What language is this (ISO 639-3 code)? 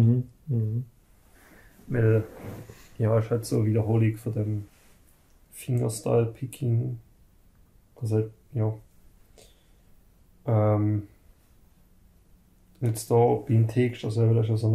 deu